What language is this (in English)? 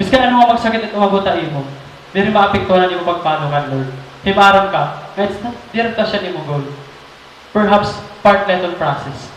Waray